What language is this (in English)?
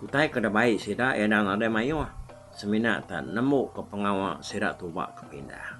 Iban